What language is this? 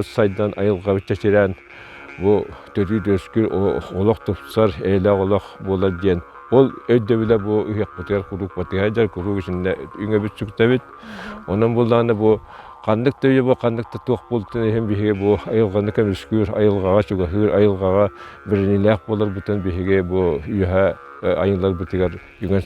Yakut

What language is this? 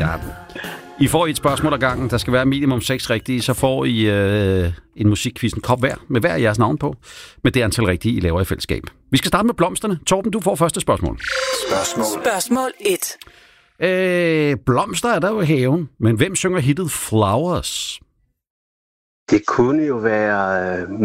Danish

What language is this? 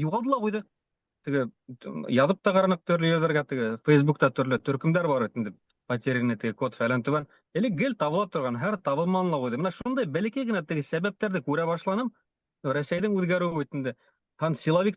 Bashkir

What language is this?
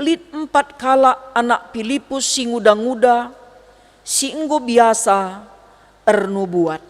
Batak Karo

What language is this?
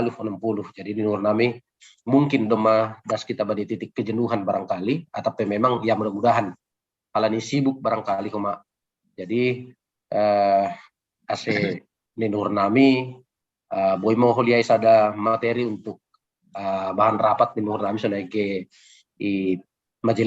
Batak Simalungun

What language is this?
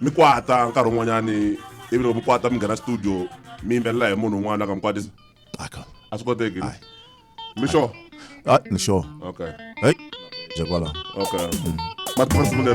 Tsonga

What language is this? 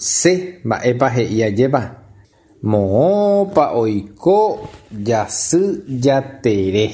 Guarani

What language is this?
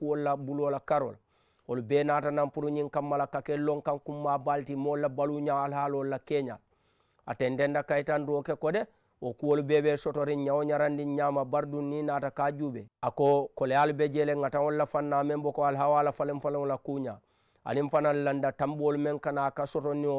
Mandingo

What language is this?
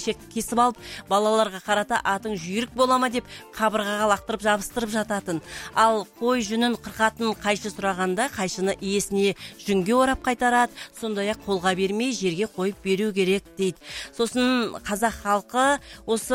Kazakh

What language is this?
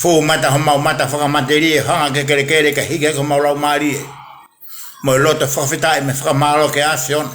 Tongan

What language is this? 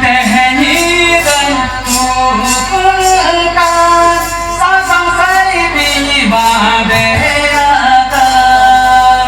Santali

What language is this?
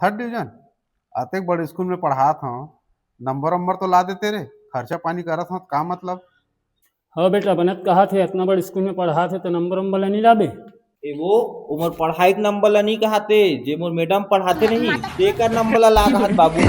Chhattisgarhi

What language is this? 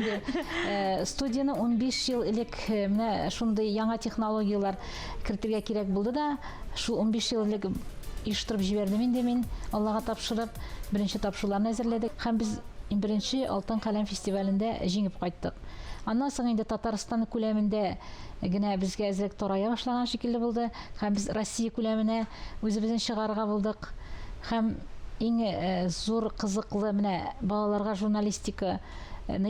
Tatar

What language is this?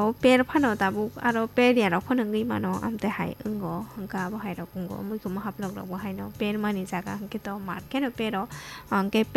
Kok Borok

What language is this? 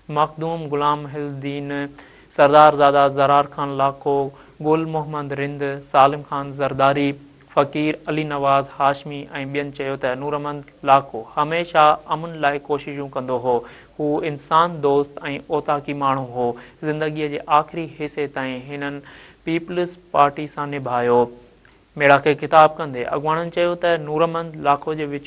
Sindhi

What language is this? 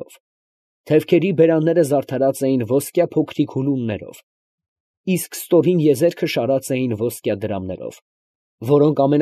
Armenian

